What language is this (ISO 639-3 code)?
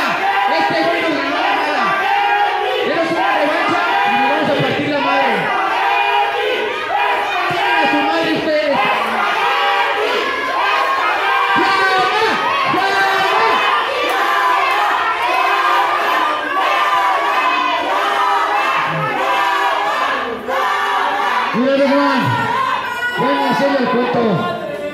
spa